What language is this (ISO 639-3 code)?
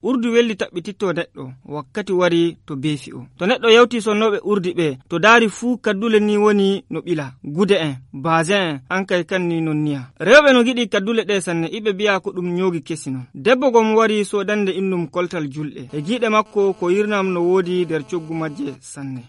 fuv